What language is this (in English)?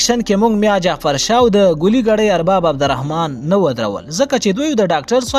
Pashto